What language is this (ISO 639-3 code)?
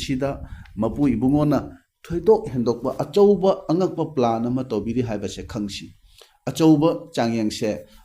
mni